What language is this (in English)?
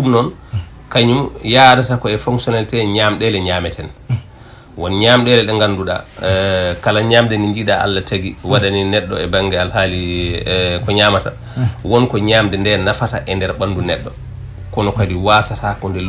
Fula